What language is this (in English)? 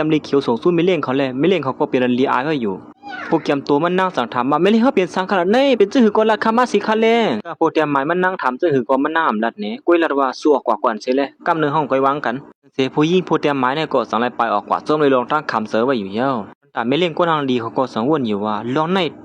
Shan